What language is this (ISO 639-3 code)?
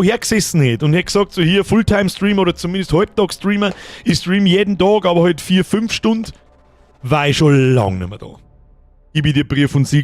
bar